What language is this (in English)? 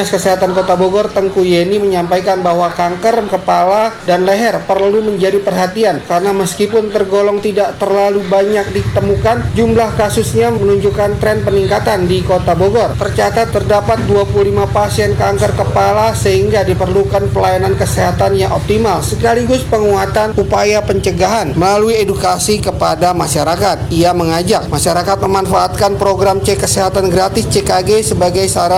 Indonesian